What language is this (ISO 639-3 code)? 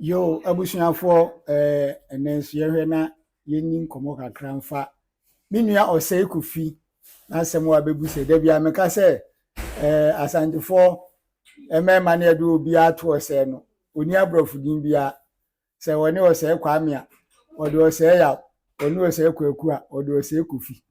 aka